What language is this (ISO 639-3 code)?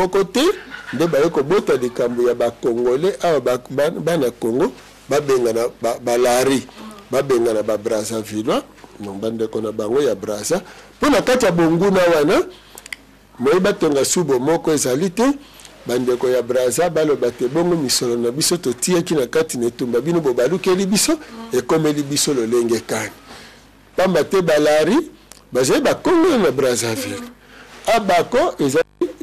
lin